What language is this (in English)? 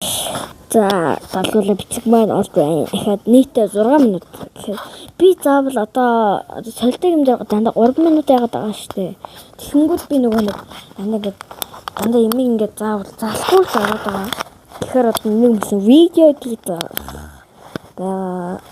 Mongolian